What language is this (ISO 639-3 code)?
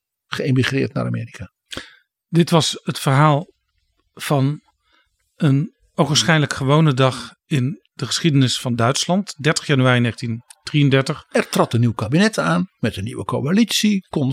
nld